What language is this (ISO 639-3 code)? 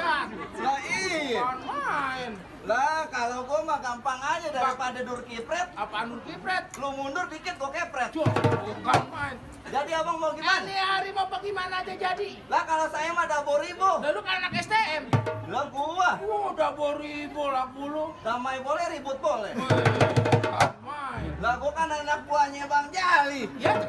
bew